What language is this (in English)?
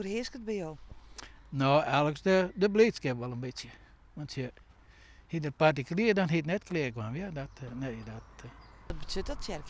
Western Frisian